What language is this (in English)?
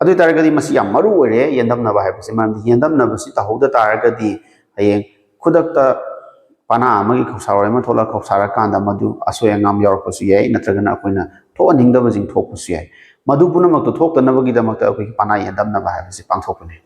Manipuri